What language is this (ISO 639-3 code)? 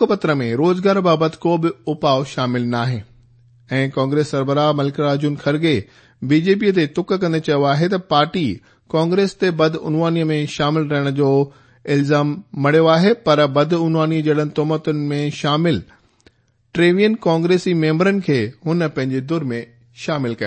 snd